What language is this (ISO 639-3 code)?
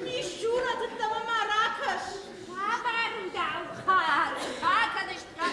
oss